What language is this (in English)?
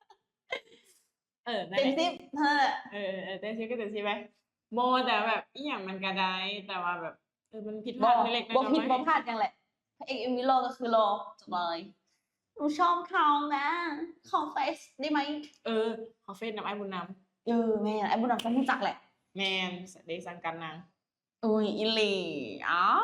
Lao